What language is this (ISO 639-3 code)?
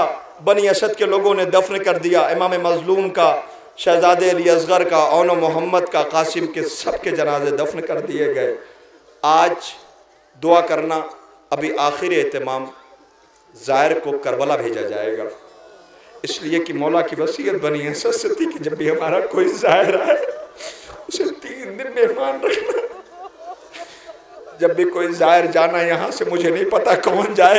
urd